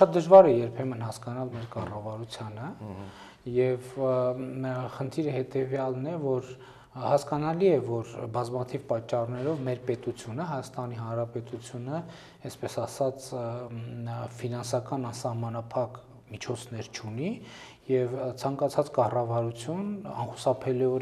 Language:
Armenian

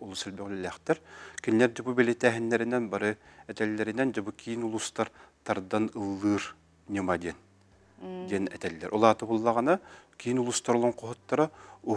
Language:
Yakut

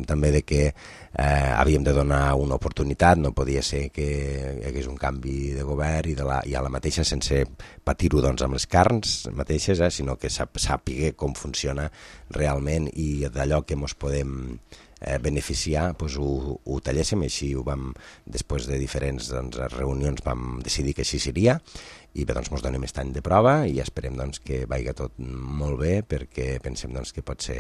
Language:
Catalan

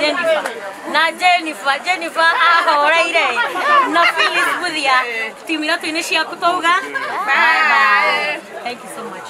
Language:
Kikuyu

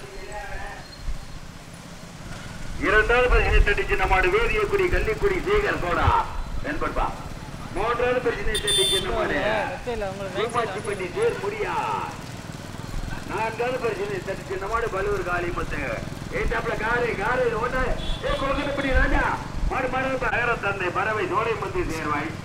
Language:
Tamil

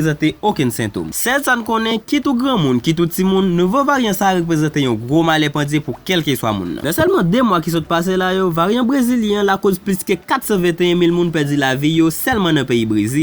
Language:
Haitian Creole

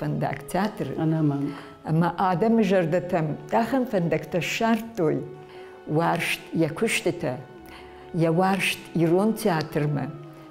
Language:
Ossetic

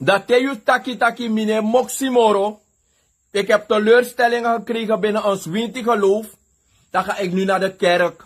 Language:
Sranan Tongo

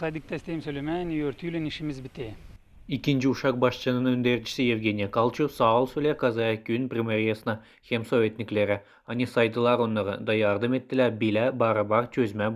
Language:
Gagauz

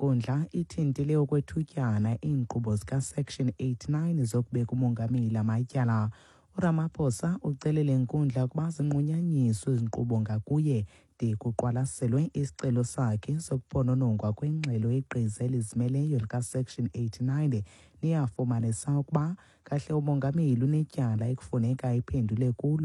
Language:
Xhosa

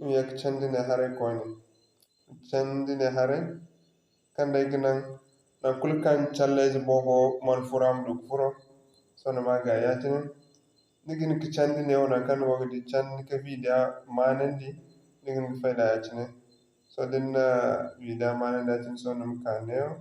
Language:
Zarma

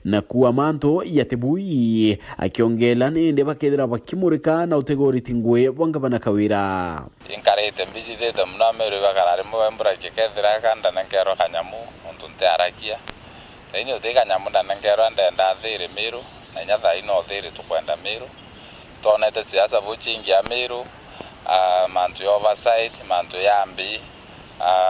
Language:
Meru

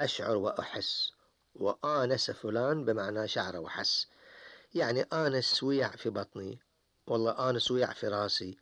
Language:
Gulf Arabic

